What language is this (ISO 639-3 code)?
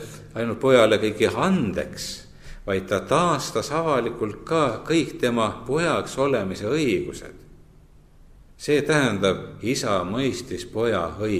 est